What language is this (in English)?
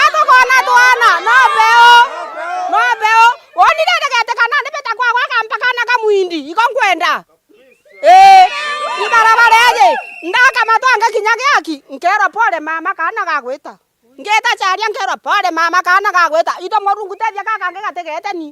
Meru